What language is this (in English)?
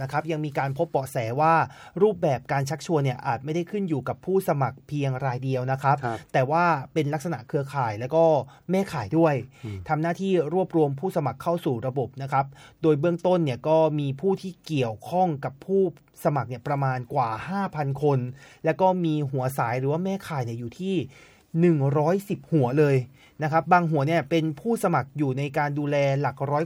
Thai